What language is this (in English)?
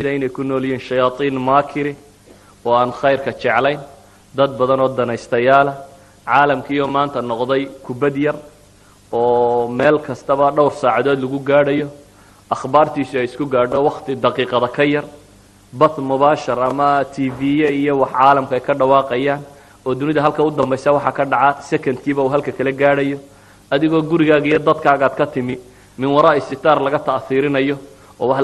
Somali